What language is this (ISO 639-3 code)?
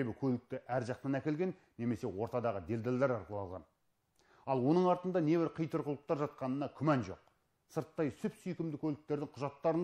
kaz